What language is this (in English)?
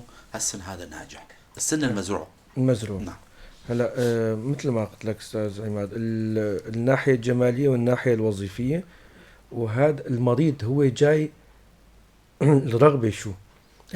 North Levantine Arabic